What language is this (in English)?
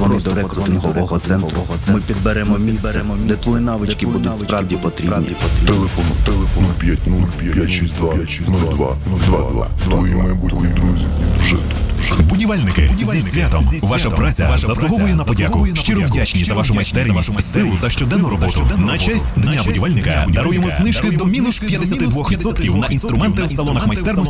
Ukrainian